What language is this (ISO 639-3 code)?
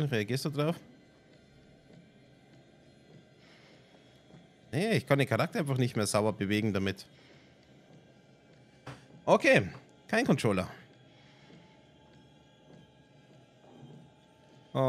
deu